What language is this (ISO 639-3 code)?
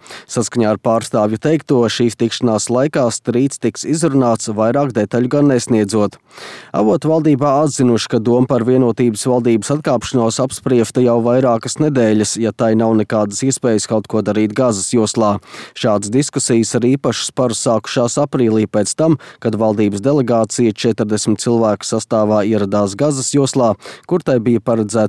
lav